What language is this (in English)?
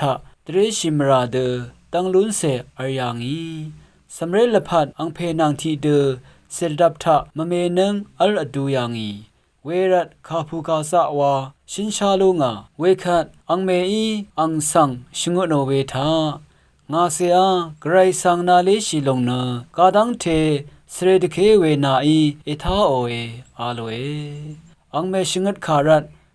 Rawang